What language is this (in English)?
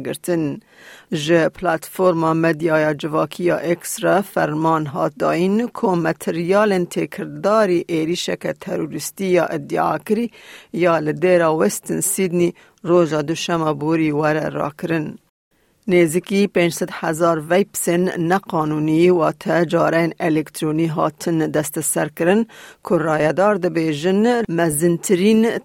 Kurdish